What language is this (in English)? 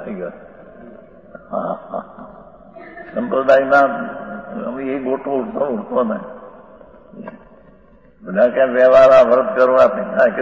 Gujarati